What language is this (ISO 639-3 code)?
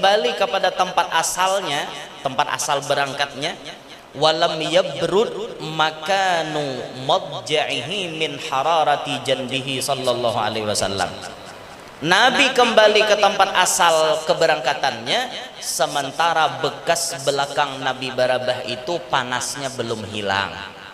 bjn